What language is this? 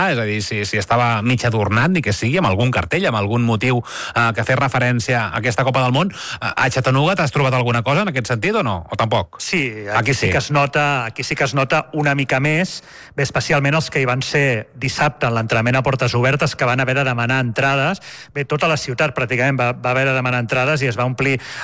Catalan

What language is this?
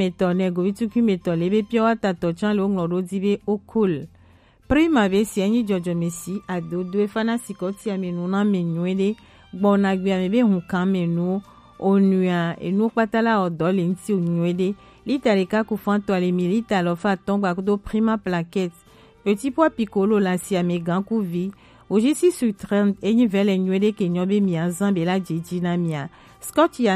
Gen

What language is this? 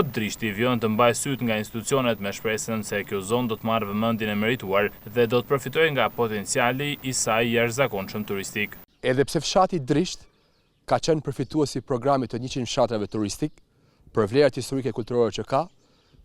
Albanian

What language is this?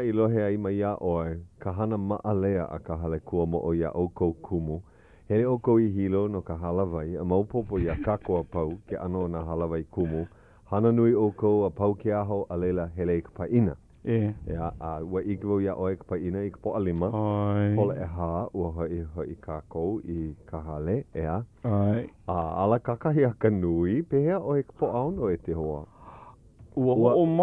Hawaiian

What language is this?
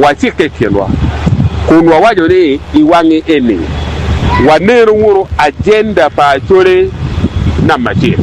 Acoli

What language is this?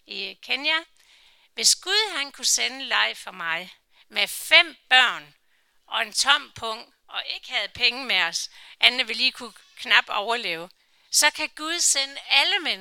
Danish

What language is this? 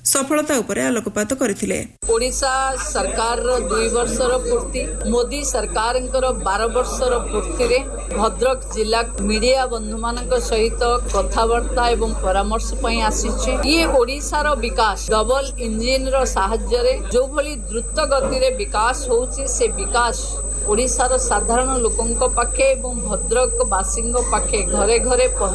Odia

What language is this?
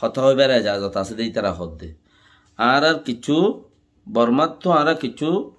Rohingya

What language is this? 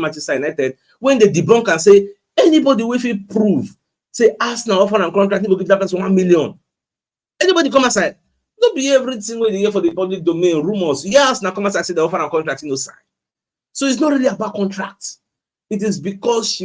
Nigerian Pidgin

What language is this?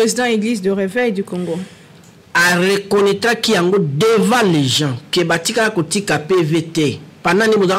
Lingala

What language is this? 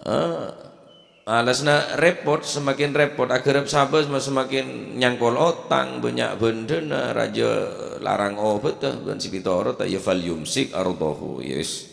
Madurese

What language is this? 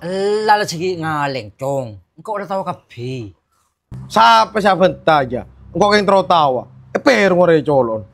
Madurese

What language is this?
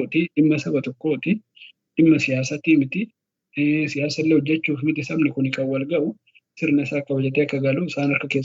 Oromo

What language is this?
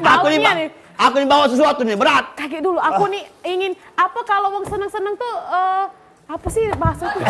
Musi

